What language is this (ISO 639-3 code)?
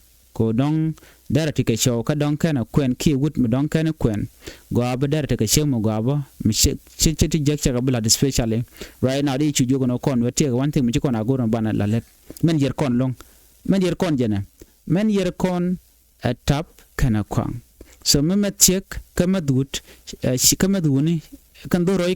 nus